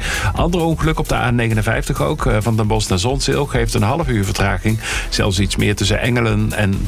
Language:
Dutch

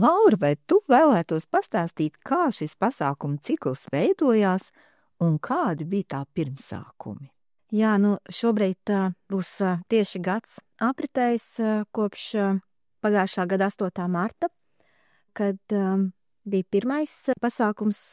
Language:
Latvian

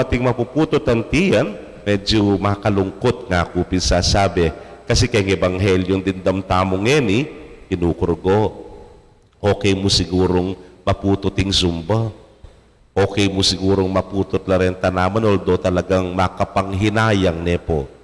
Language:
Pampanga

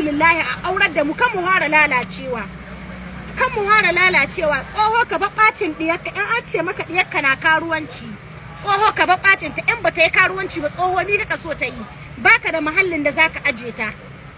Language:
Hausa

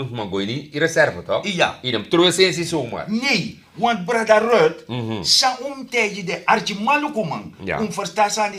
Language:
Sranan Tongo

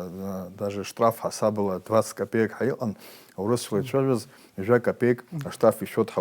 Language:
Abkhazian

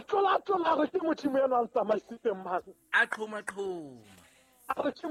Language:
Southern Sotho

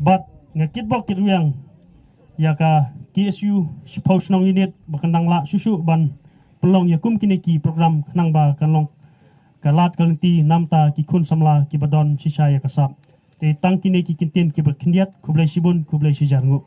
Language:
Khasi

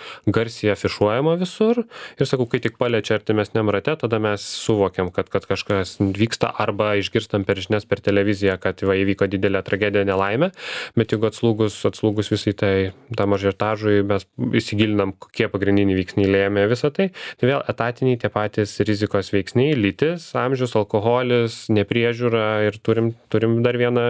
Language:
Lithuanian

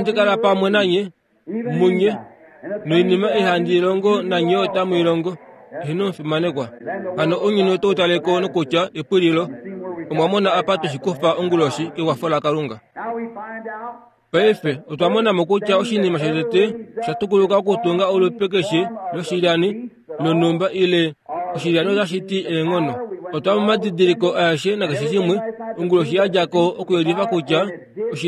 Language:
Kuanyama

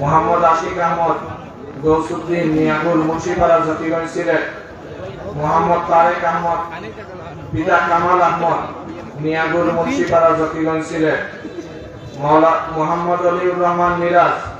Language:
Sylheti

